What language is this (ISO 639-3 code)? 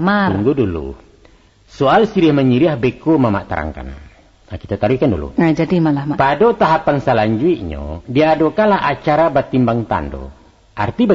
min